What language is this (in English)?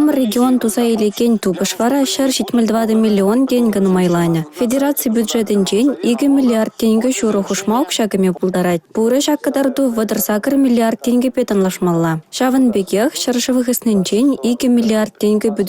Chuvash